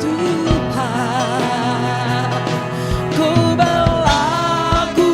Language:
Iban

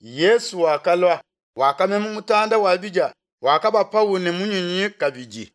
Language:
Luba-Lulua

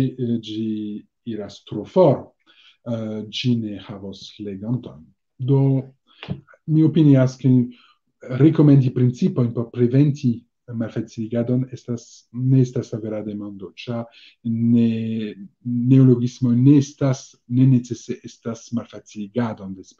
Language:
Esperanto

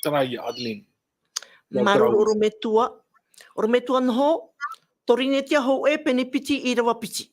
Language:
Tahitian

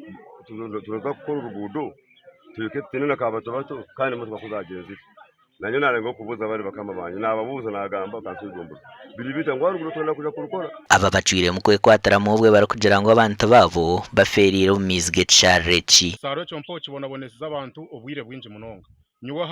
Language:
Nyankole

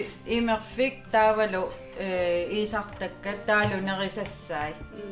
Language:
Kalaallisut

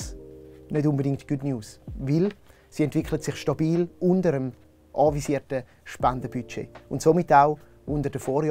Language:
Swiss German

